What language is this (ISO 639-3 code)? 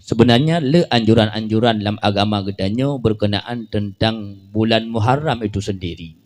ace